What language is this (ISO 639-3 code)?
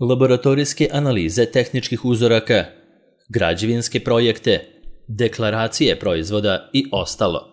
srp